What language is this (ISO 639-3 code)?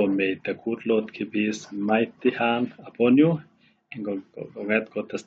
kln